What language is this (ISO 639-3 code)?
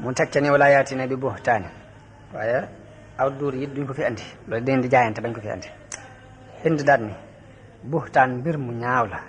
wol